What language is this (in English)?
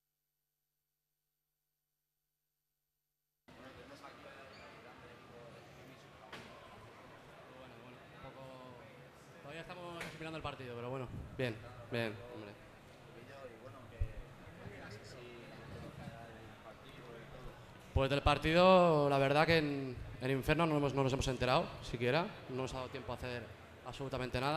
Spanish